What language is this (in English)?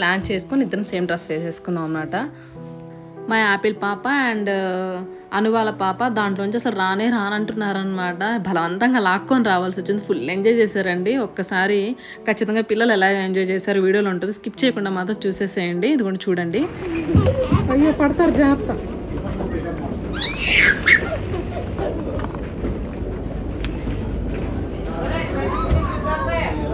Telugu